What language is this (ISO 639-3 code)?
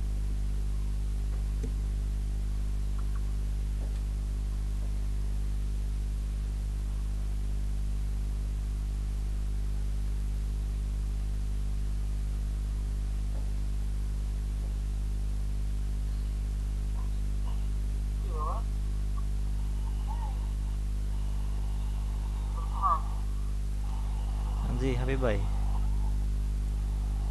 ben